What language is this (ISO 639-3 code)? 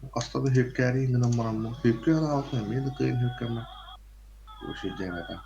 sah